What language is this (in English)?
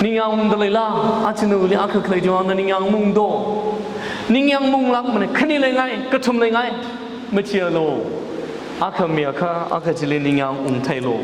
Tangkhul Naga (India)